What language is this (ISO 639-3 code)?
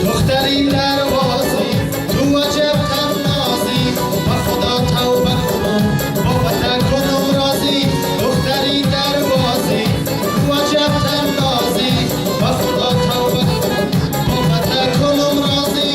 tgk